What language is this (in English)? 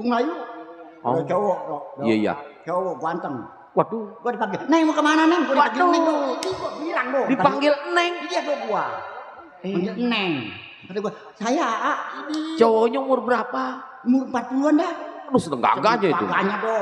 Betawi